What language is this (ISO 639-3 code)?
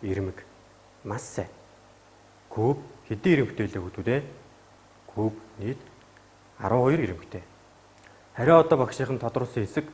mon